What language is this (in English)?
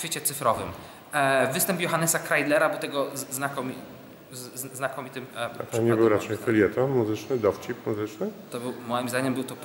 Polish